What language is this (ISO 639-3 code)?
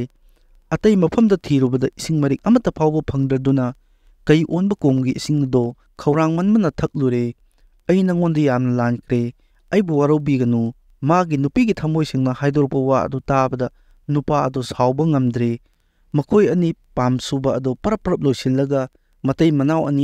mni